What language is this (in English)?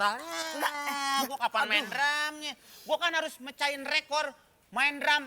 Betawi